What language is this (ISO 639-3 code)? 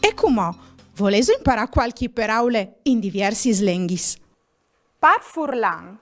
fur